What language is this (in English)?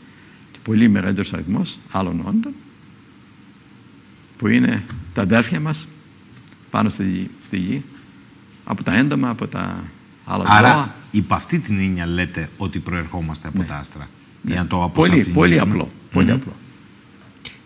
Greek